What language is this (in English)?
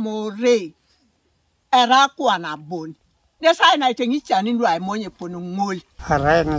Teso